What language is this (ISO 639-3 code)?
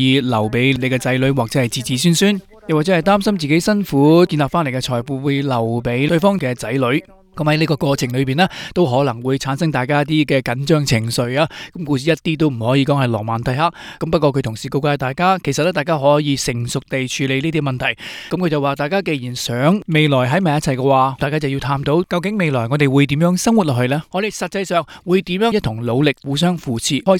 yue